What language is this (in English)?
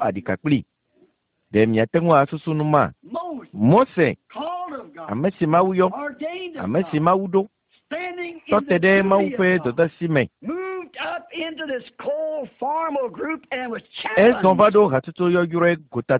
Ewe